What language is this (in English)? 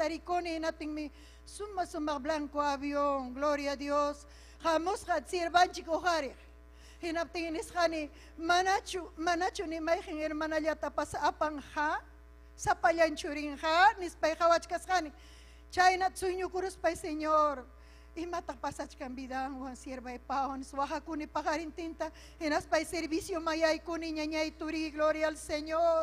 Ayacucho Quechua